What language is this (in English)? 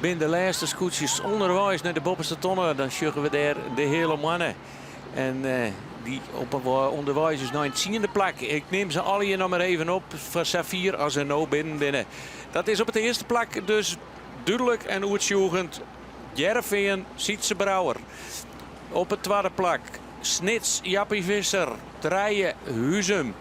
Western Frisian